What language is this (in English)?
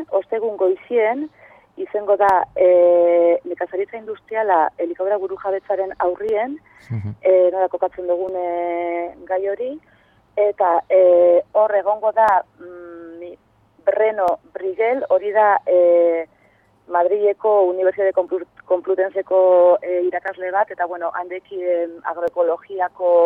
Basque